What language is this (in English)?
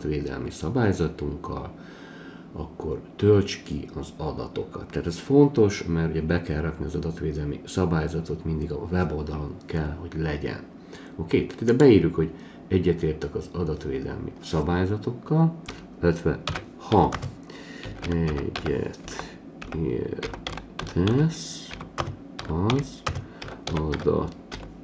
Hungarian